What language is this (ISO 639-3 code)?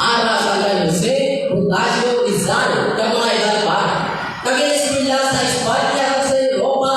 hil